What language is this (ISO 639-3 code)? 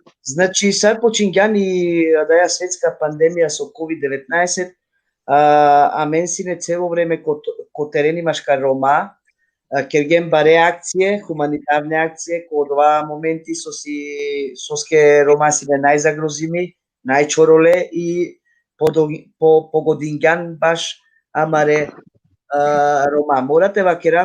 rmn